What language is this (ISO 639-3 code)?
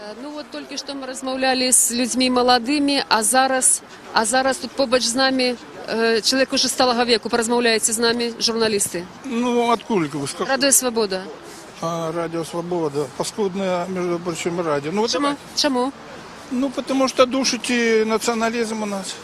bel